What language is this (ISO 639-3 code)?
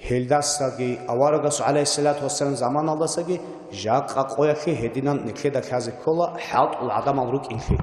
ava